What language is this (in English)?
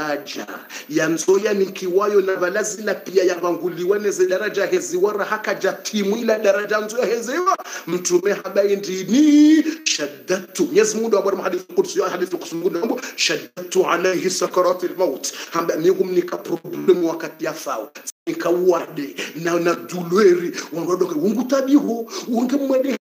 Swahili